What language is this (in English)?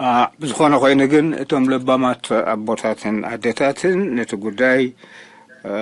Tigrinya